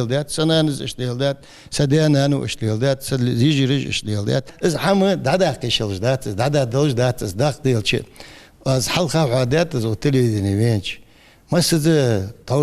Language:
Ingush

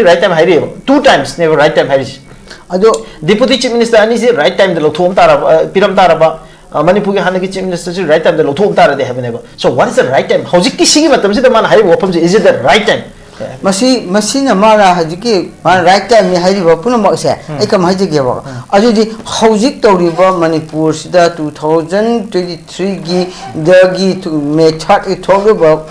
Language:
Manipuri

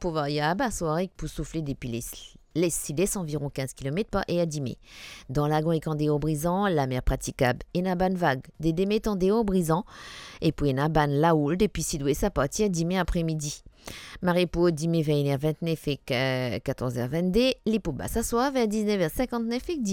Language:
Morisyen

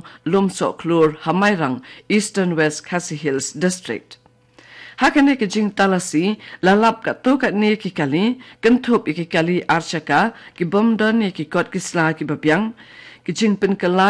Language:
Khasi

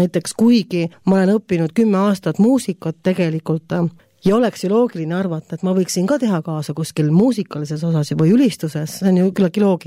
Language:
Estonian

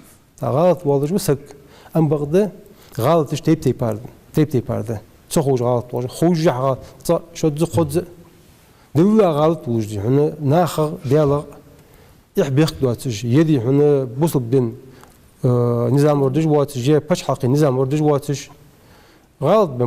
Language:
Ingush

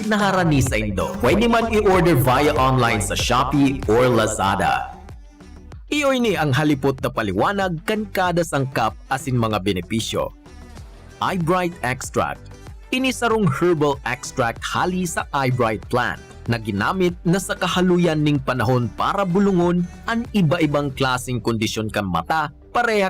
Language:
Bikol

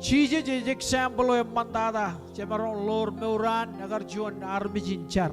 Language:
Marshallese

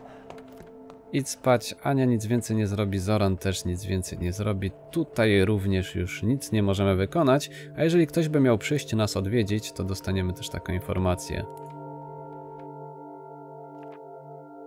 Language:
Polish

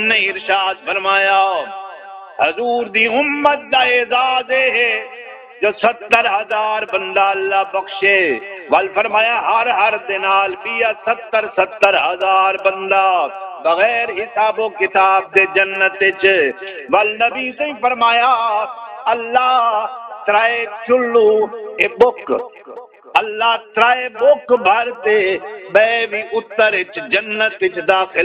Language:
Saraiki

